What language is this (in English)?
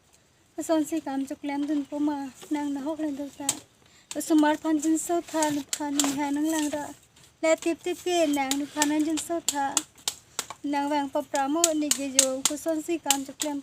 Karbi